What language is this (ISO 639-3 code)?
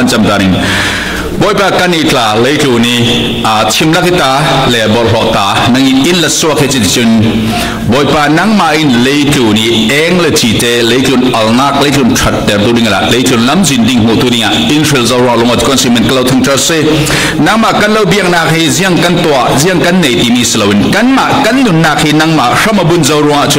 cfm